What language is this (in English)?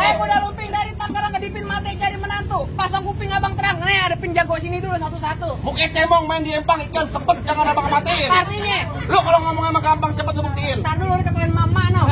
Betawi